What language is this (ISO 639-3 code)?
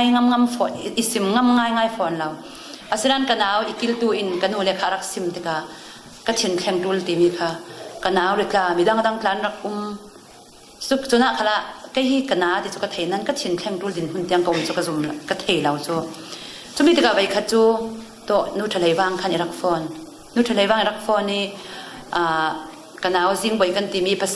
cfm